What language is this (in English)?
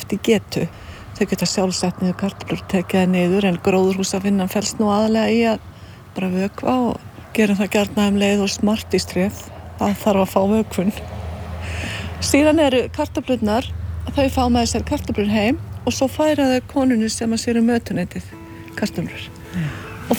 Icelandic